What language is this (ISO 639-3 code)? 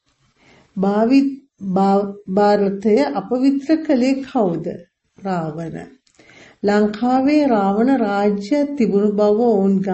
sin